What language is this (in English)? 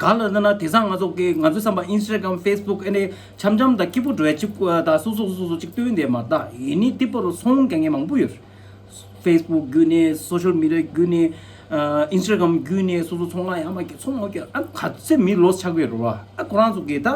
Tibetan